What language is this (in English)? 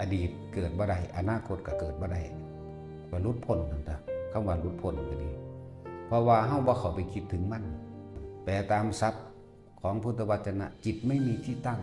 Northeastern Thai